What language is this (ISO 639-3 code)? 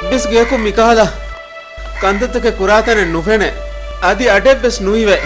div